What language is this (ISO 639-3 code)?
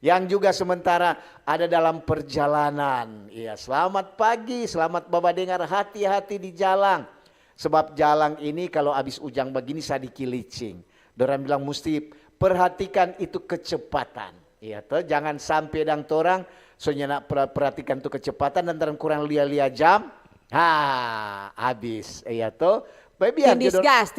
xmm